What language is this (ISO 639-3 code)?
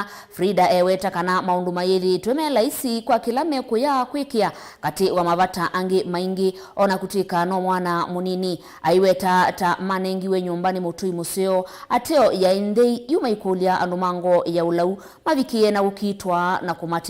kam